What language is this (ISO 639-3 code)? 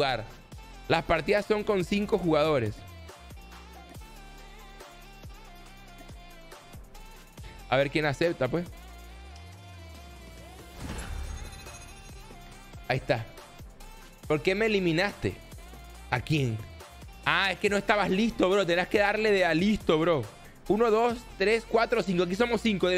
spa